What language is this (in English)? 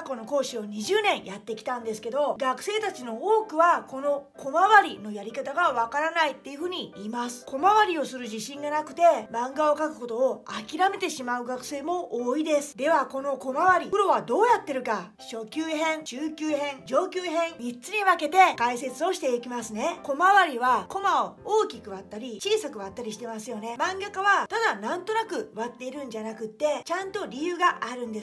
Japanese